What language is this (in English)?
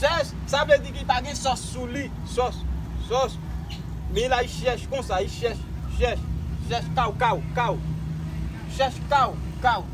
Haitian Creole